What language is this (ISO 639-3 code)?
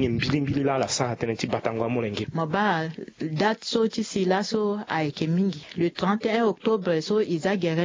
sag